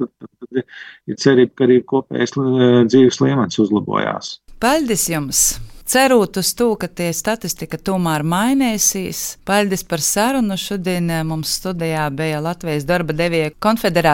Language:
Latvian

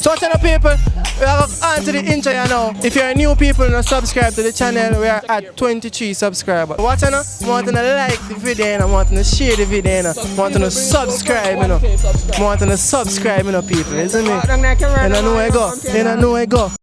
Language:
Jamaican Creole English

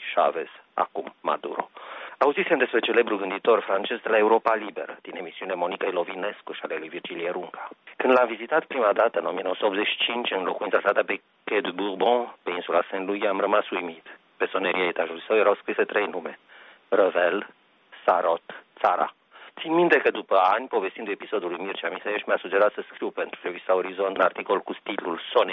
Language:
Romanian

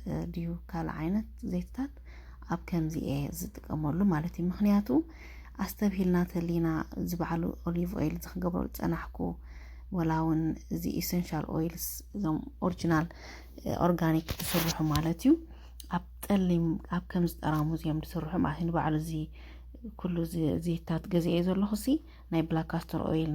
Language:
Tigrinya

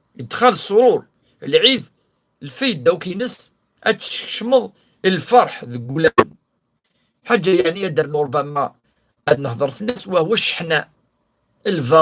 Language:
Kabyle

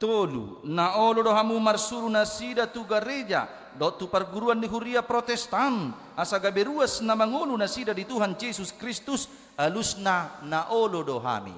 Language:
Batak Toba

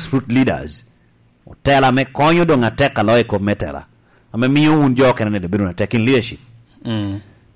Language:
Lango (Uganda)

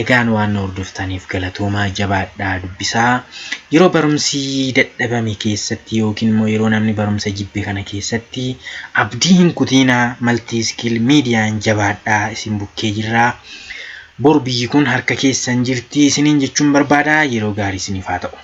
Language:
Oromo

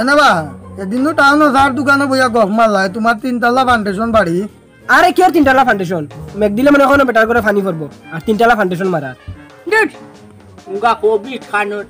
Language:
Sylheti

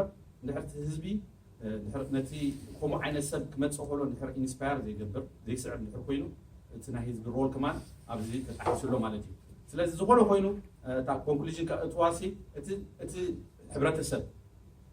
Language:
Tigrinya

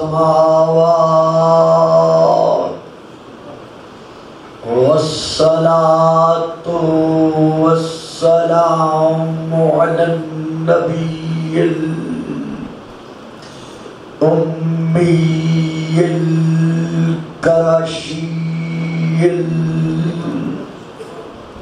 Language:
Urdu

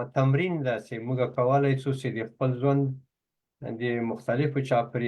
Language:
Pashto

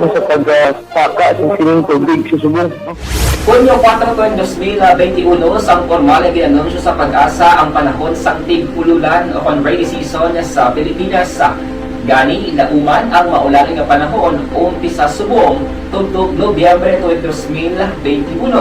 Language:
Hiligaynon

